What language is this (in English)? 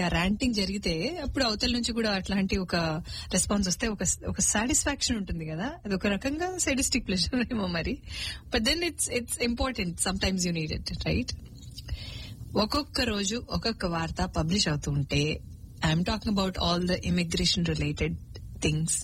Telugu